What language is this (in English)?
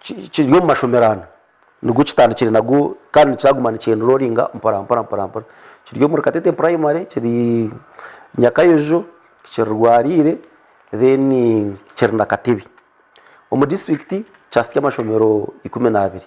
Nyankole